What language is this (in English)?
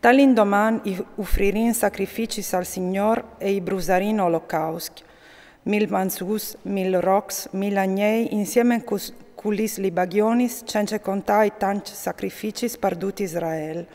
Friulian